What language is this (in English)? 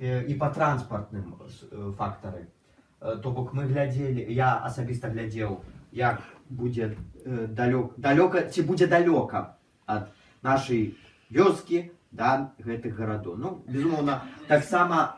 Belarusian